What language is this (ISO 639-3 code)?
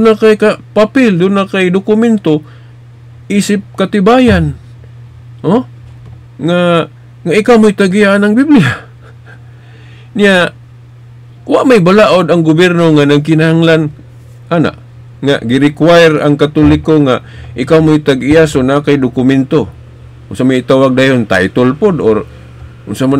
ceb